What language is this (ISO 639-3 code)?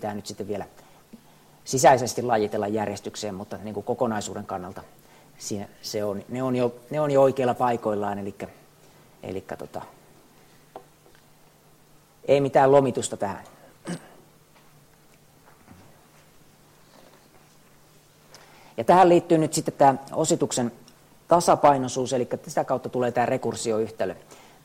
fin